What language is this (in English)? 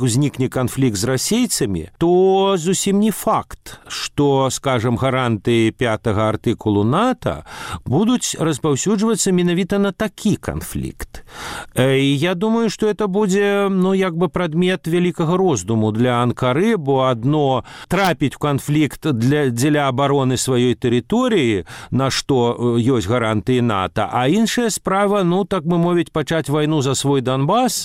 Belarusian